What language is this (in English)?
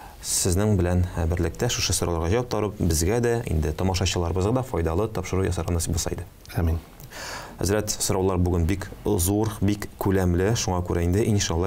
Tatar